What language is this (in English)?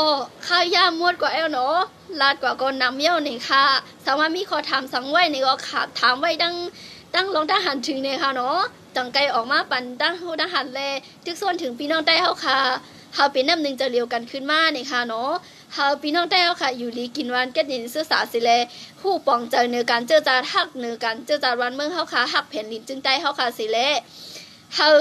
Shan